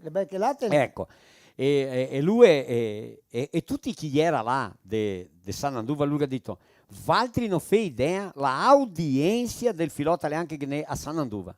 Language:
Venetian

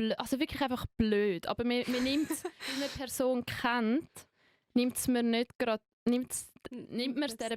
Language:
Swiss German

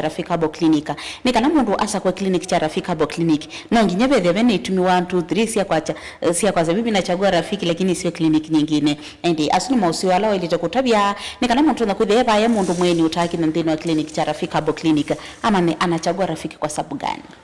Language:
Kamba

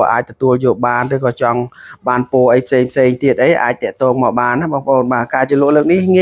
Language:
Khmer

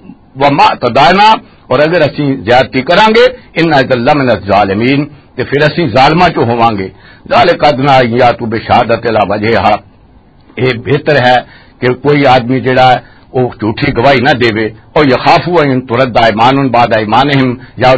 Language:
Western Panjabi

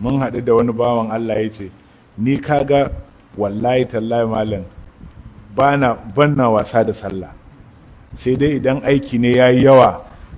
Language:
Hausa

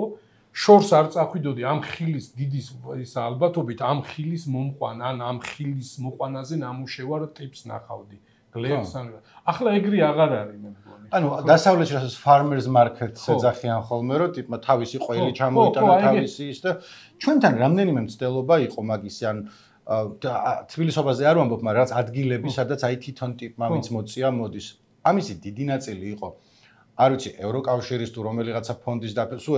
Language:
Georgian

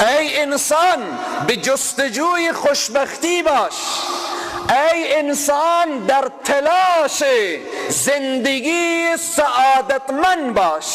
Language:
Persian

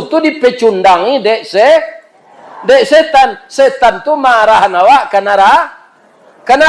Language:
Minangkabau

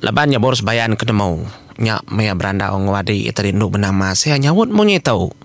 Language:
Iban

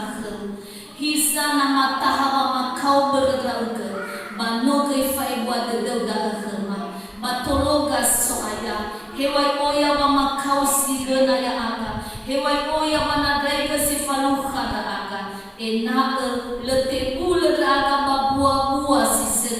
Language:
Nias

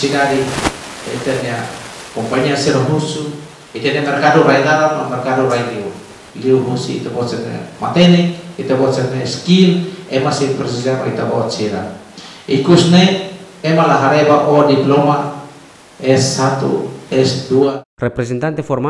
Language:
Tetum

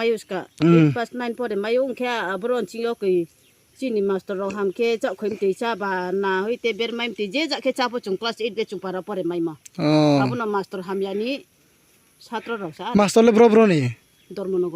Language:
Riang (India)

